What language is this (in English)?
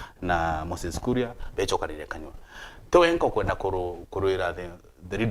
Meru